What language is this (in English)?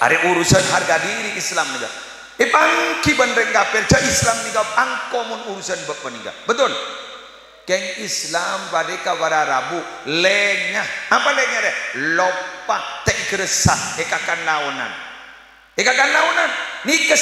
Madurese